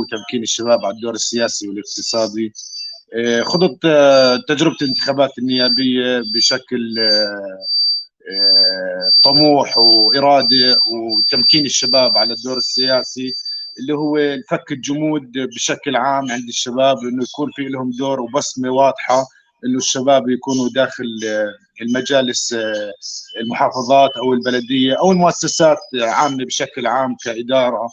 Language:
North Levantine Arabic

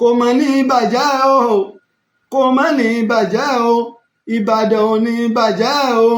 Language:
Yoruba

